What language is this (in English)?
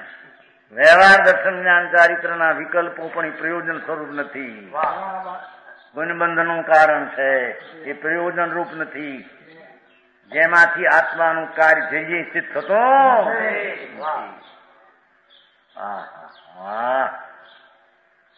Gujarati